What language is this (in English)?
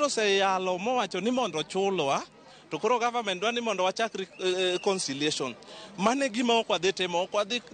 Luo (Kenya and Tanzania)